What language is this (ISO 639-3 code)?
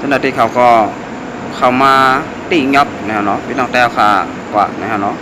shn